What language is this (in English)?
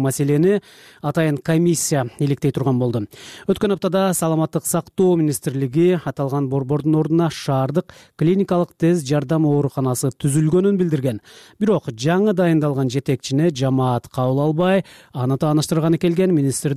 Kyrgyz